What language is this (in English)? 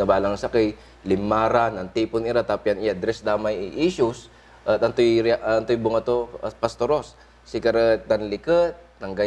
Pangasinan